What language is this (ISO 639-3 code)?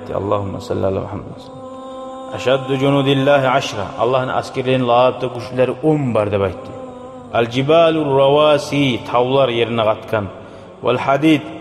kum